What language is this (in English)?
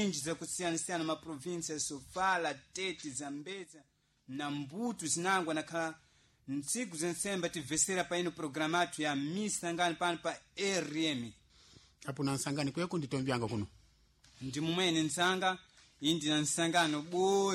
Sena